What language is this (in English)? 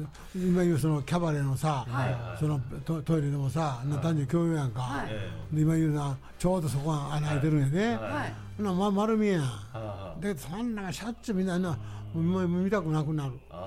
Japanese